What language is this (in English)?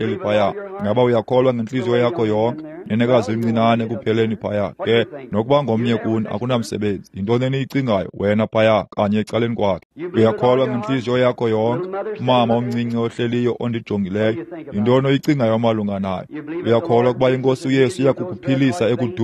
Xhosa